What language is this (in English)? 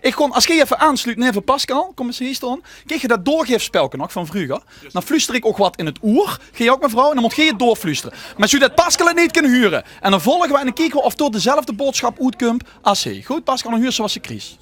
Limburgish